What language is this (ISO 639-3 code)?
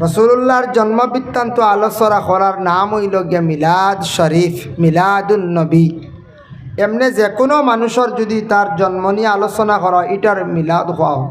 syl